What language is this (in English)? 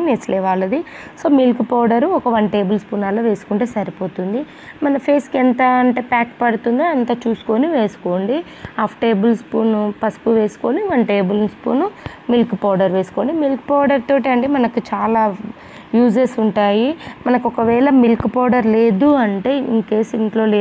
Telugu